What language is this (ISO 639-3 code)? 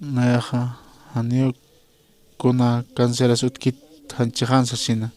aym